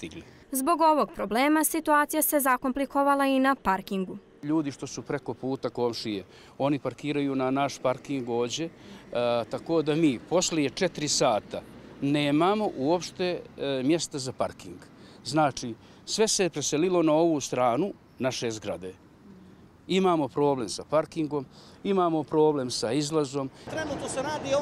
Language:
Bosnian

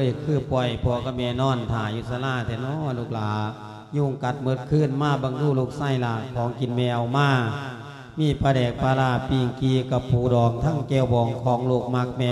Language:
Lao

